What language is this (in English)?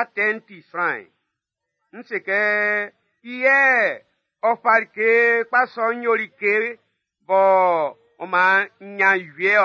Baoulé